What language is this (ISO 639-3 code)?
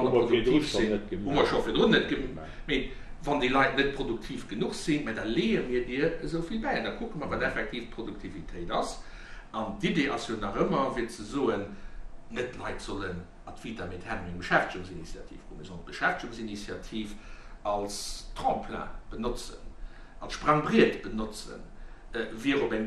ltz